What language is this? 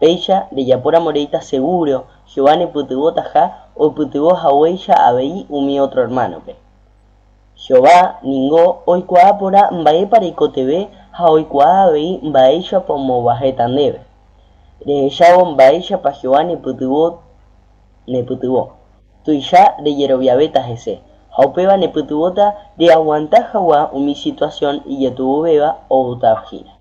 Guarani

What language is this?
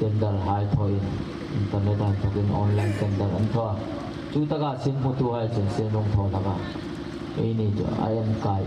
Hmar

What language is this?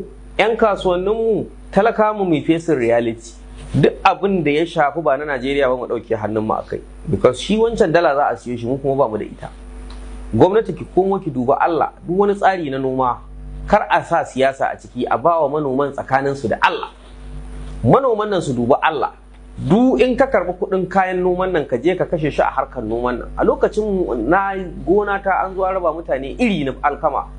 Hausa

